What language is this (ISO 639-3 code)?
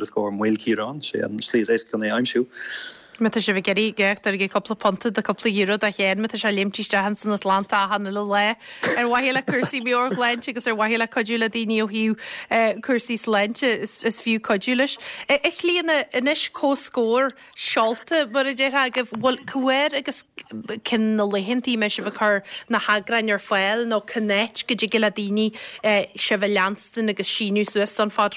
gle